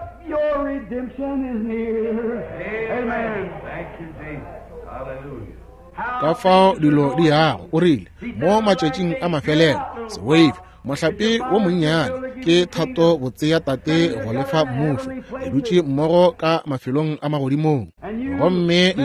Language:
Northern Sotho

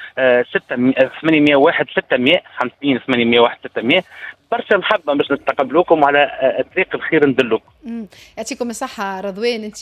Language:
Tunisian Arabic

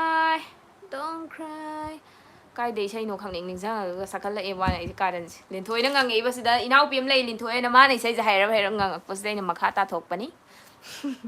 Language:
Manipuri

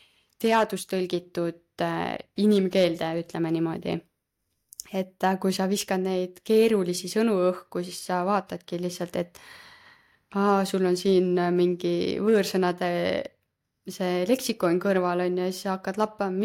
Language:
Estonian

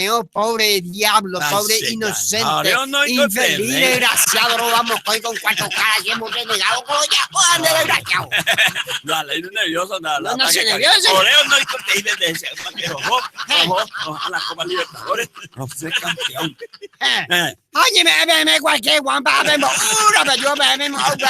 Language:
Guarani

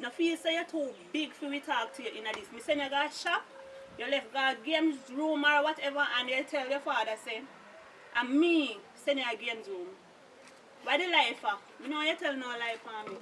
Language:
Jamaican Creole English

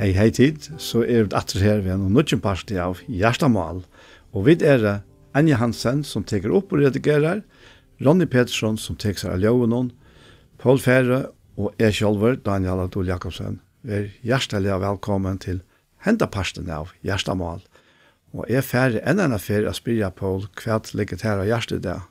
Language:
Faroese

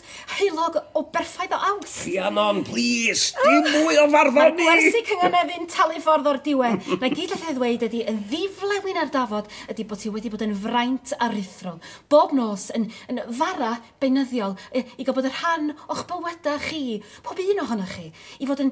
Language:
Welsh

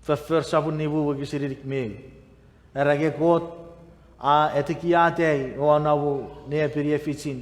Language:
Chuukese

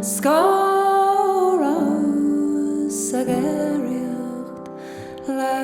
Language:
Irish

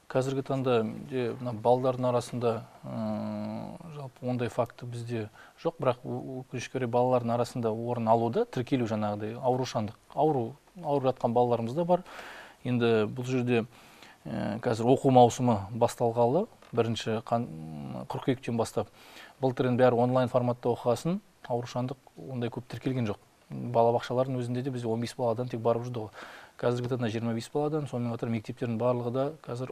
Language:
Kazakh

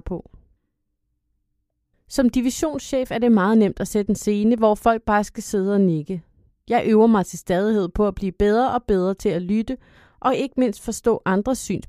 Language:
Danish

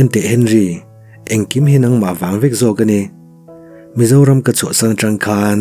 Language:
Mizo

